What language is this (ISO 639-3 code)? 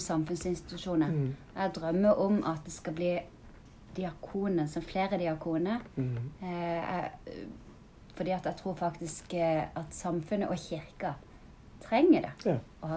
nor